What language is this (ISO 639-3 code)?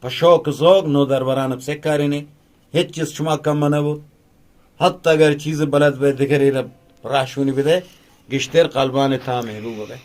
bgp